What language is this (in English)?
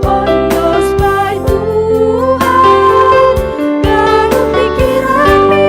Batak Simalungun